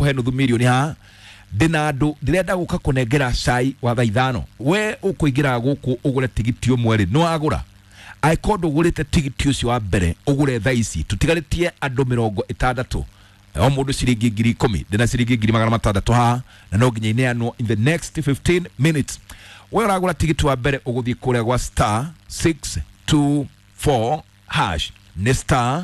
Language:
Kikuyu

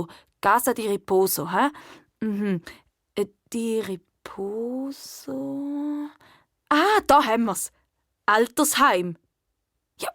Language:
Swiss German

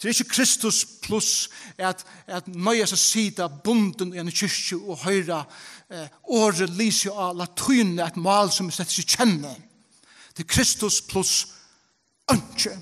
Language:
Faroese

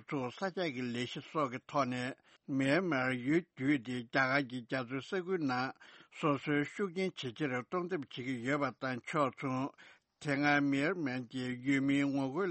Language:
Tibetan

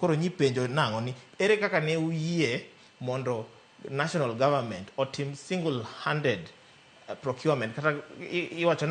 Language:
Luo (Kenya and Tanzania)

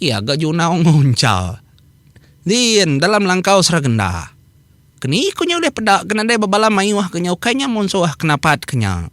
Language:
Iban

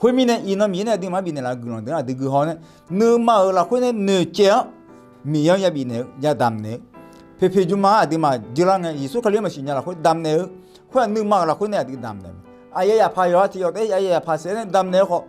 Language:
Akha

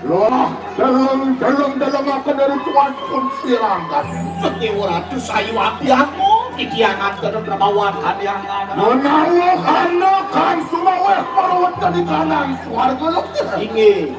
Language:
Balinese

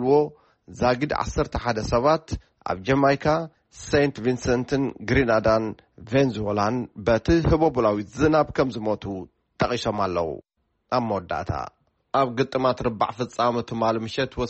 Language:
Tigrinya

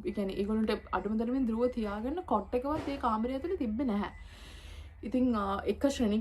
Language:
Sinhala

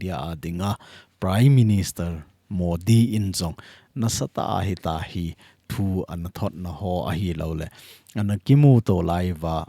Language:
Thado Chin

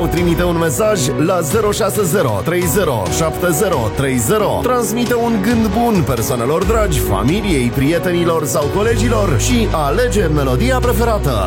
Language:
Romanian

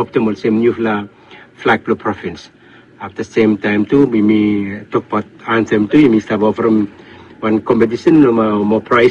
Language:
Bislama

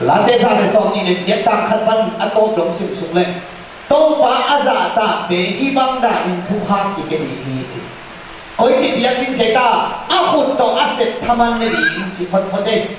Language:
Tedim Chin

